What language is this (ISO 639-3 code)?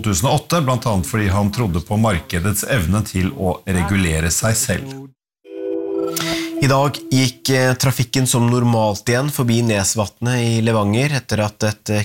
nor